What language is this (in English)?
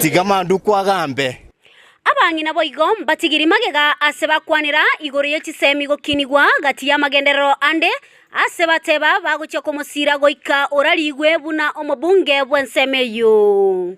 Gusii